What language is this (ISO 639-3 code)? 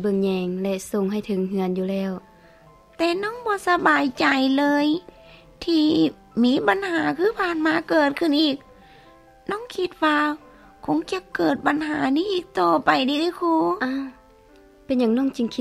lao